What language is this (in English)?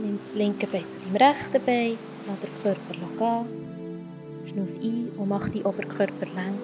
Swiss German